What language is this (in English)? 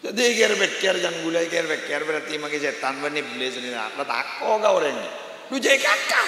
Madurese